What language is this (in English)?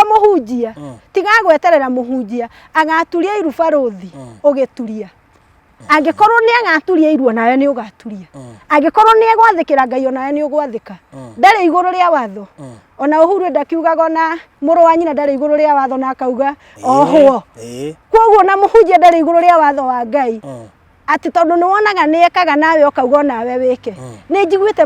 Kikuyu